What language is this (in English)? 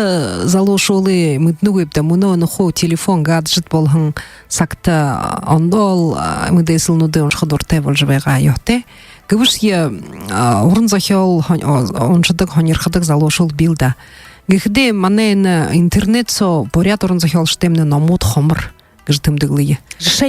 Buriat